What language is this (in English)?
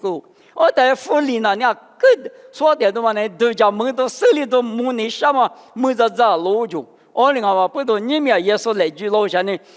Lisu